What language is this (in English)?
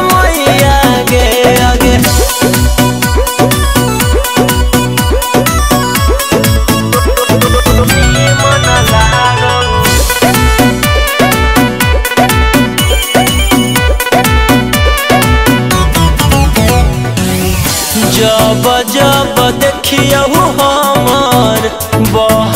Bhojpuri